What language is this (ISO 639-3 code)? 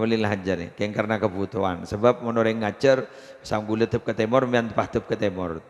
mad